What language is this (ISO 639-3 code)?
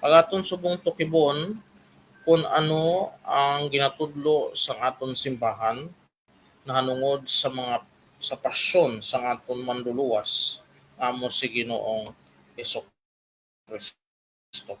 hil